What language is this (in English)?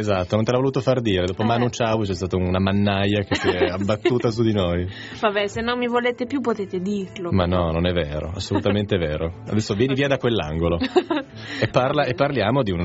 Italian